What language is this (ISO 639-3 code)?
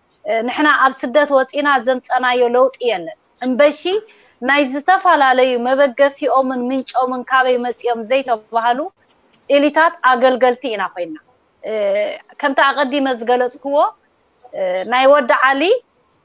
tir